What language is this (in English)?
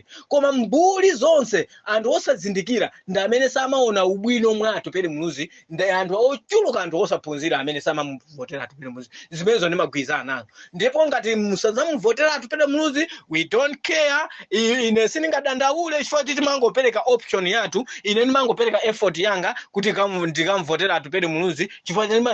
Nyanja